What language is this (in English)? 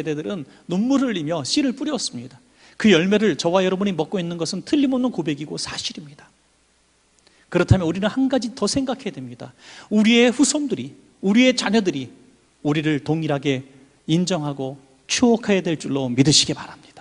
Korean